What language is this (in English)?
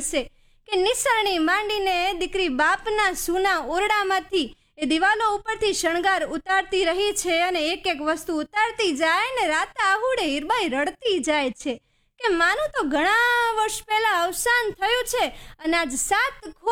Gujarati